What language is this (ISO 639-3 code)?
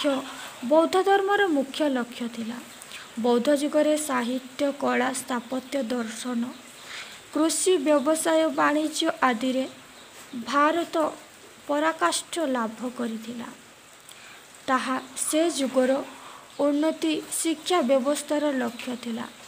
ori